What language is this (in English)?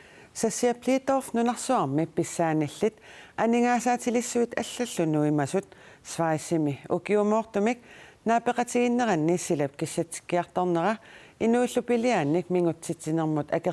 Kalaallisut